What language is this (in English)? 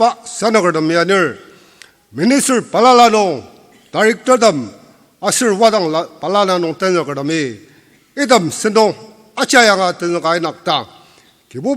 Ao Naga